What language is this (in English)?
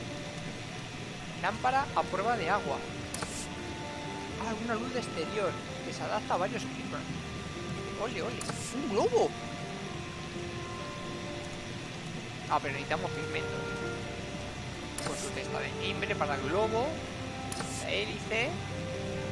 Spanish